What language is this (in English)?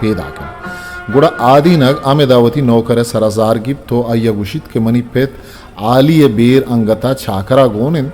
Eastern Balochi